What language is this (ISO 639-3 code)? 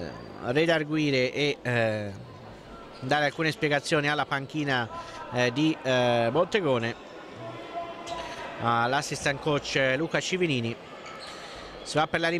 ita